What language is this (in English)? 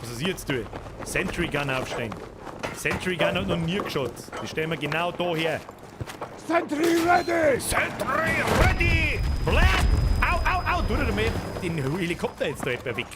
Bavarian